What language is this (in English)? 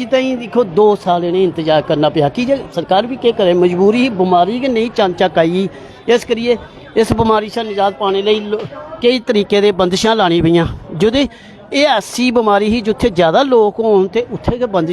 Dogri